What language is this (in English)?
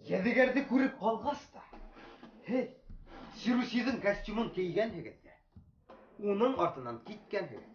Bashkir